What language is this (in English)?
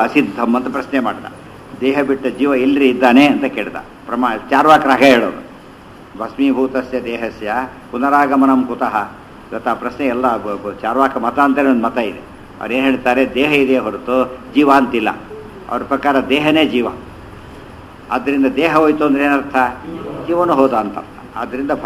Kannada